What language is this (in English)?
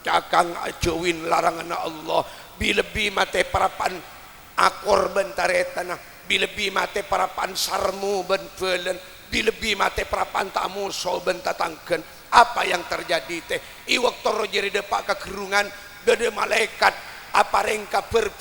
Madurese